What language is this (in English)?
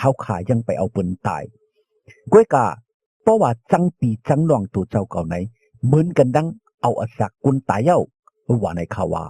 Shan